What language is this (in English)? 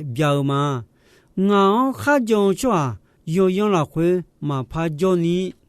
Akha